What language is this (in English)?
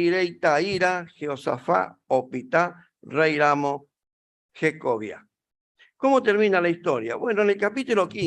Guarani